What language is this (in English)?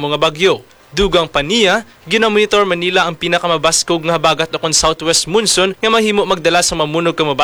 Hiligaynon